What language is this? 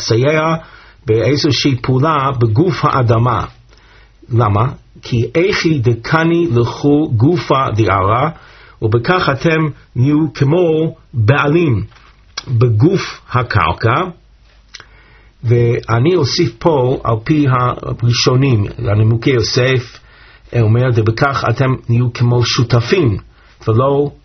Hebrew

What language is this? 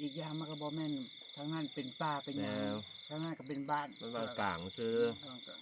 Northeastern Thai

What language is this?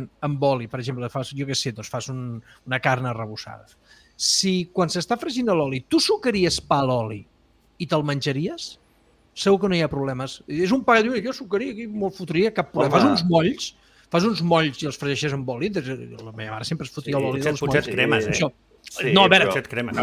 Catalan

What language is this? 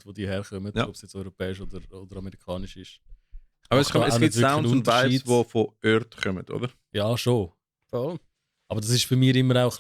Swiss German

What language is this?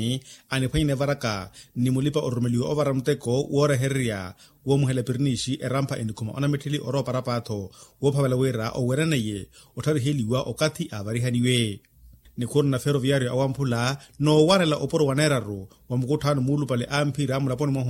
Makhuwa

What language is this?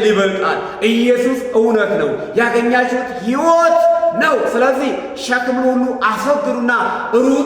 Amharic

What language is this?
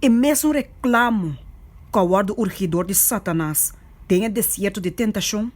Papiamento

